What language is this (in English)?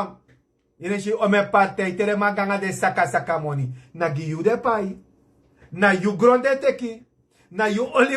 Sranan Tongo